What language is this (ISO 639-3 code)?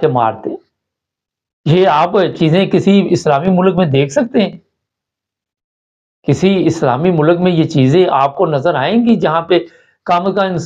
urd